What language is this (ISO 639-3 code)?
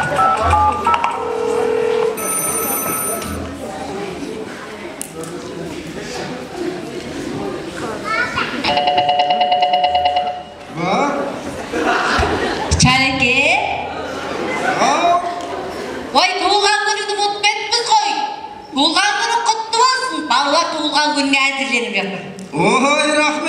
kaz